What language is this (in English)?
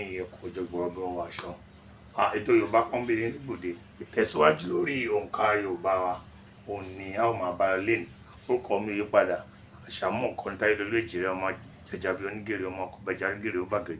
Yoruba